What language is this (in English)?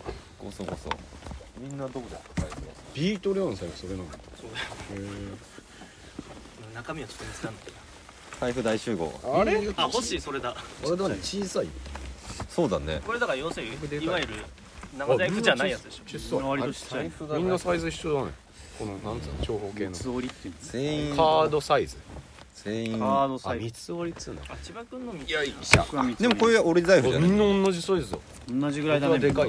Japanese